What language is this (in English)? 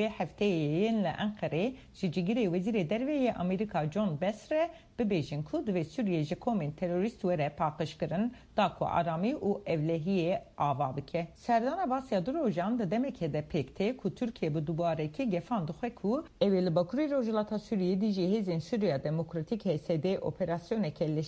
Kurdish